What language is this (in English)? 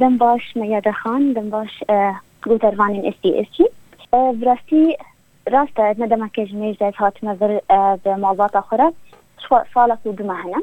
Kurdish